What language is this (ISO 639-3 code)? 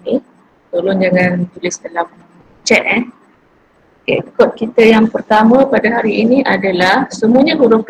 msa